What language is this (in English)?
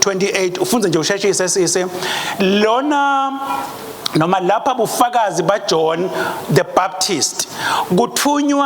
Swati